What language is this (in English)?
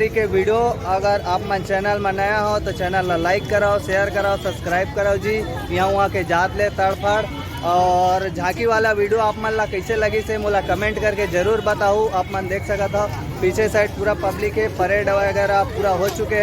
Chhattisgarhi